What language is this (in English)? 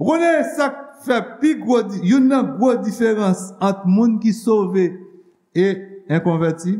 Haitian Creole